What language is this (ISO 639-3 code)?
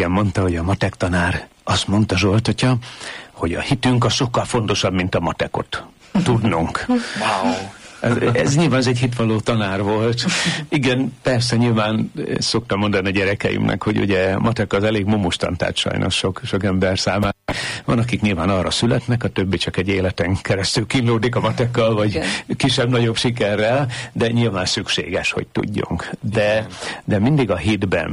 hun